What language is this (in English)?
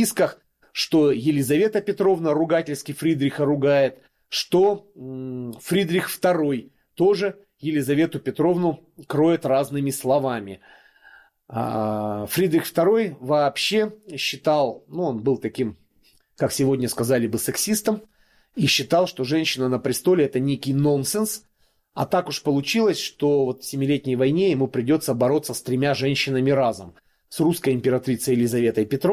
Russian